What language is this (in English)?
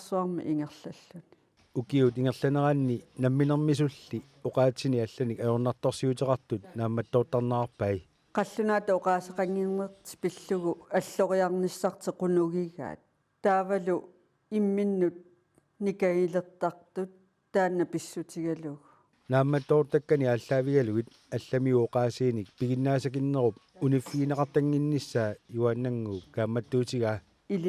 Kalaallisut